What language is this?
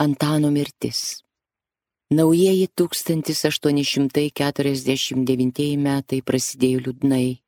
Lithuanian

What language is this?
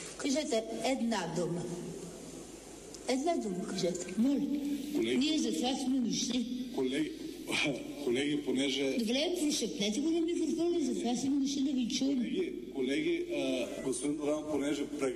Bulgarian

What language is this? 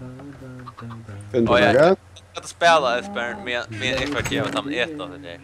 Faroese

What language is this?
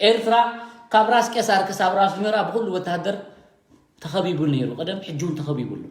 Tigrinya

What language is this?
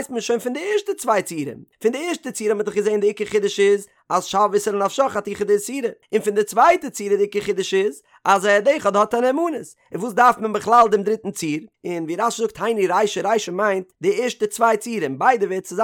Yiddish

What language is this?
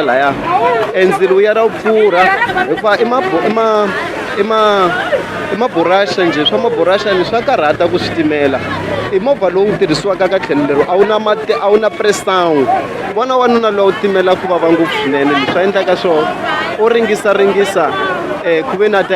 Tsonga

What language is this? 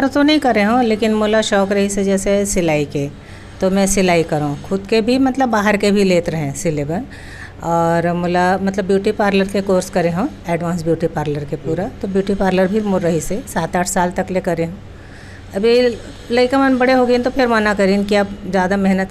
Chhattisgarhi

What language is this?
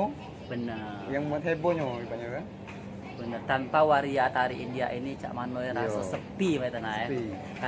Musi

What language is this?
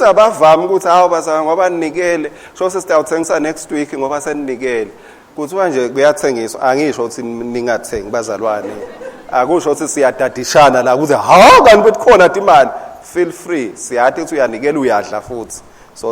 Swati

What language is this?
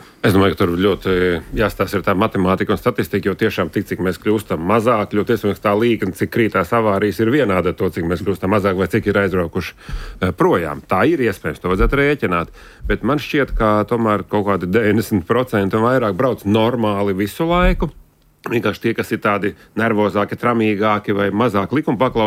Latvian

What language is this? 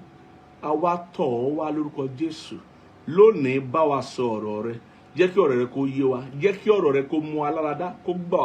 Yoruba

